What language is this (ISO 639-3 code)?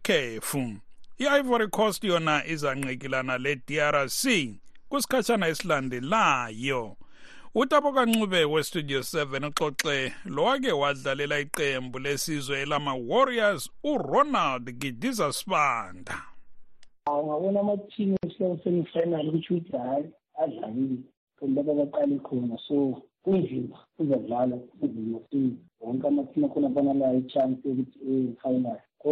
nde